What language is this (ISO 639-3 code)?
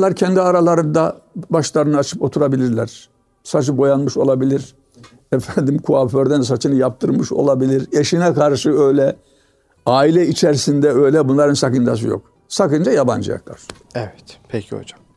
tur